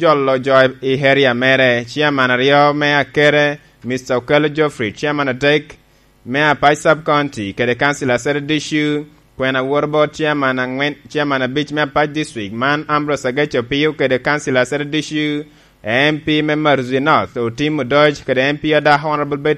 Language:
Lango (Uganda)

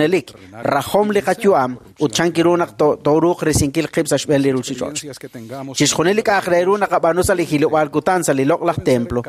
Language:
Kekchí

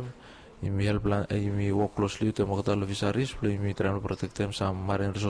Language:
Bislama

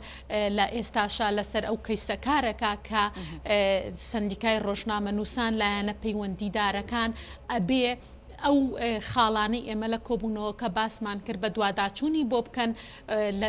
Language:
Central Kurdish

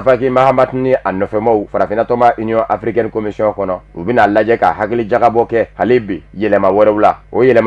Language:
Bambara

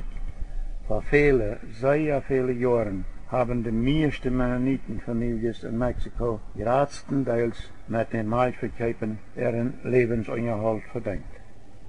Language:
Plautdietsch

